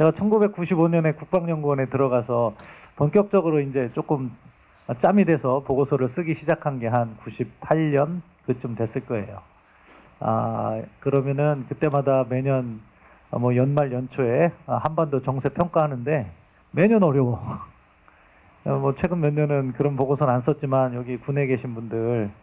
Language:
Korean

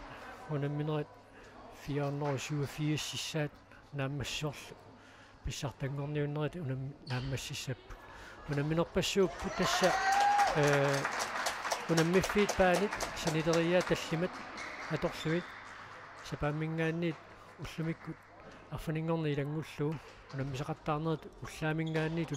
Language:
Kalaallisut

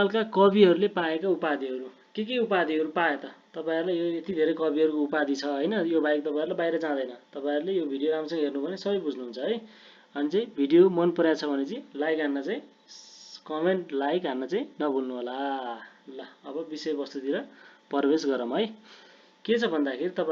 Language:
Nepali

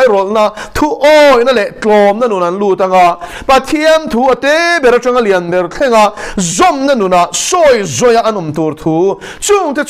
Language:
Mizo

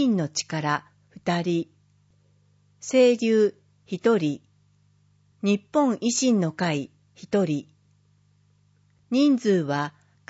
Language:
Japanese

